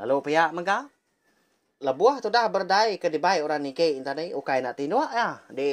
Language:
Iban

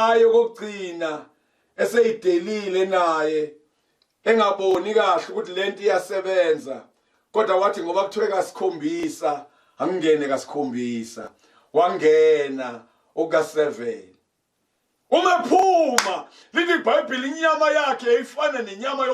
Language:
Zulu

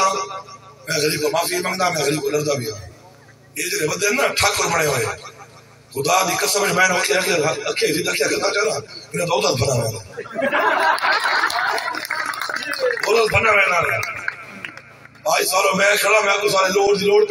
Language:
Urdu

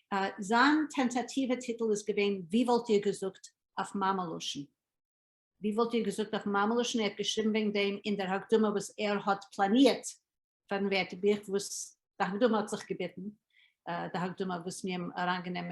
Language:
Yiddish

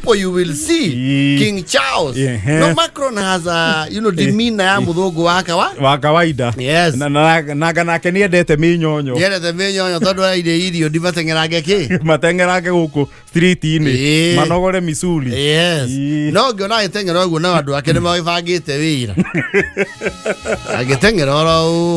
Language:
Kikuyu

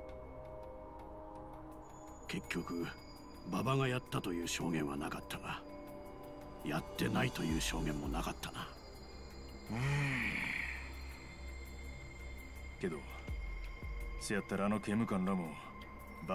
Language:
Japanese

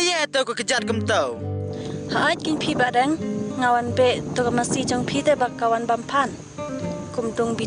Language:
Khasi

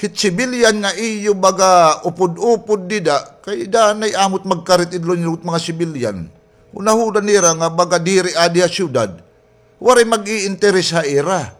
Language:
Waray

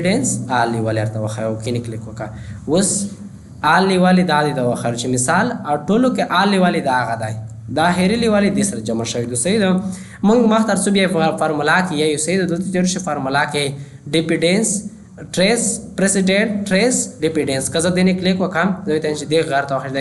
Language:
Pashto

